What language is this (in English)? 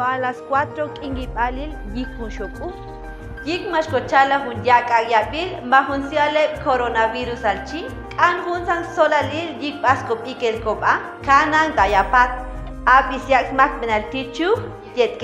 Chuj